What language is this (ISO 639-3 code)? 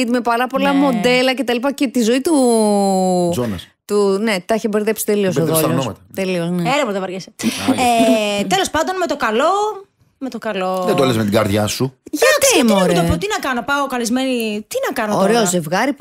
ell